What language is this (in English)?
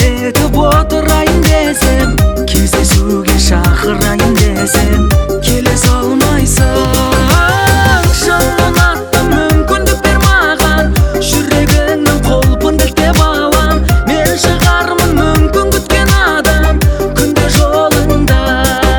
Kazakh